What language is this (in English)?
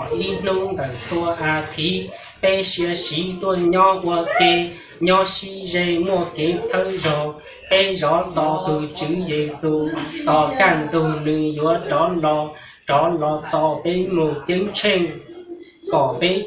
Hmong